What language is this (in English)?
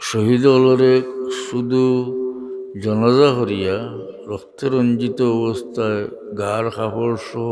Sylheti